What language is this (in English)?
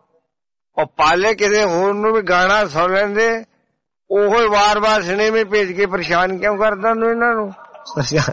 Punjabi